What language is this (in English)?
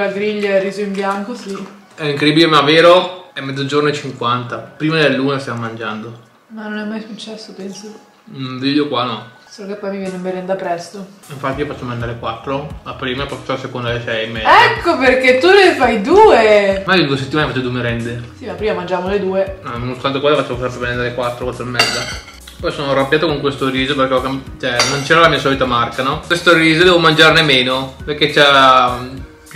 Italian